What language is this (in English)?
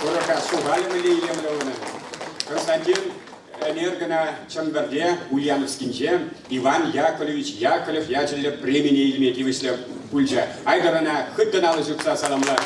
Chuvash